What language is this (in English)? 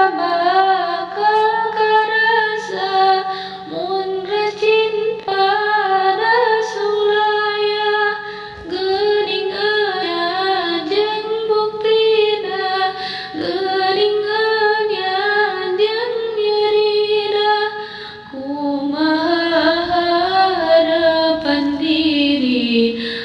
Sundanese